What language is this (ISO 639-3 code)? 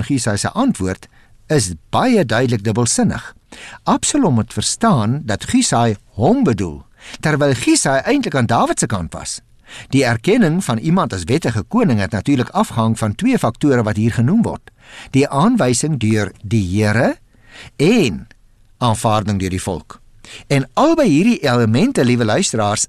afr